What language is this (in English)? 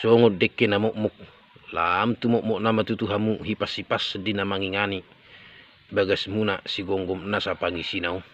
Batak Toba